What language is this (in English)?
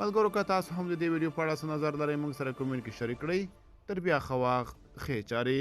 Pashto